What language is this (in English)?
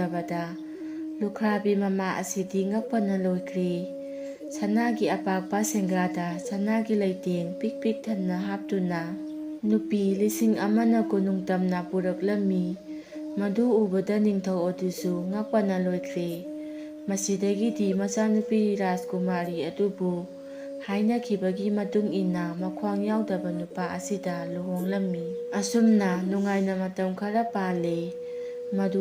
Manipuri